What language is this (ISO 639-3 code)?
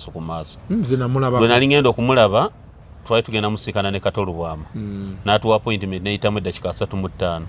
lug